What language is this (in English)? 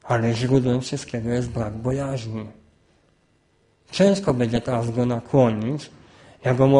Polish